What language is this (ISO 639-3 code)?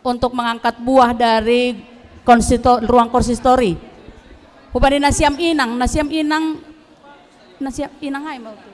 bts